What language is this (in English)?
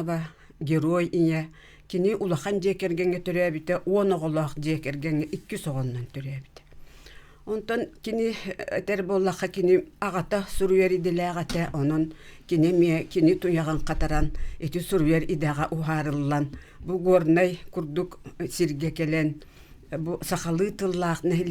Yakut